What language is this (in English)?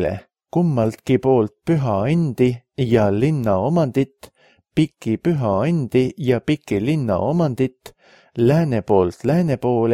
Estonian